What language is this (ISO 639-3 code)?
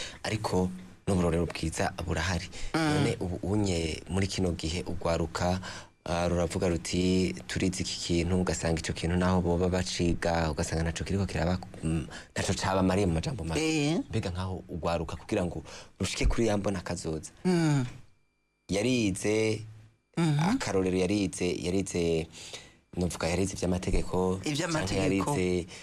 run